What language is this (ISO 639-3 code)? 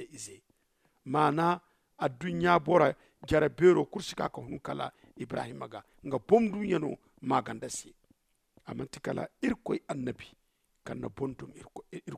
dje